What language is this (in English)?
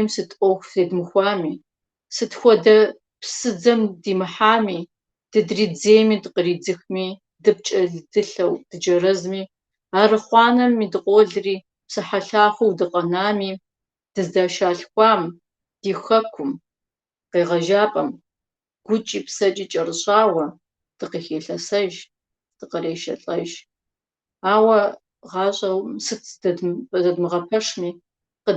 Kabardian